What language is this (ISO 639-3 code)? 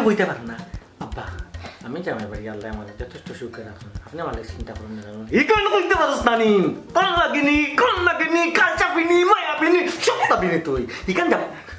syl